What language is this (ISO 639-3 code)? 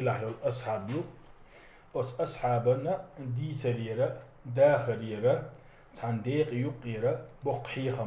che